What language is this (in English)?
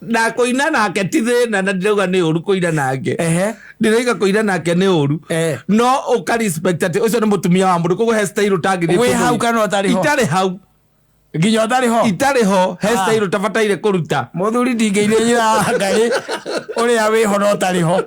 Kikuyu